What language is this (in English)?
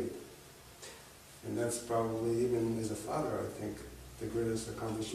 English